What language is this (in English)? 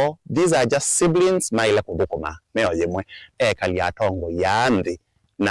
Kamba